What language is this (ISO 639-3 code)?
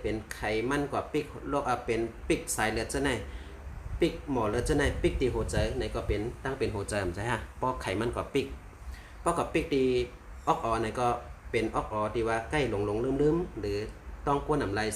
shn